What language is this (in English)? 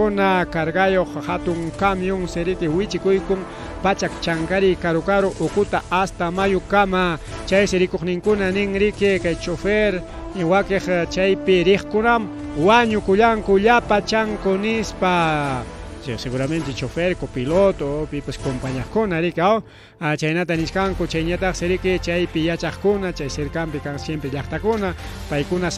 Ayacucho Quechua